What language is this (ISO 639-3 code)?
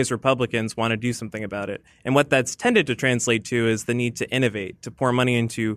eng